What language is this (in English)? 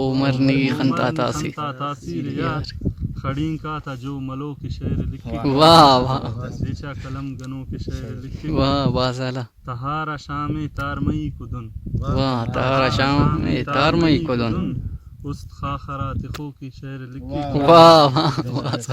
Brahui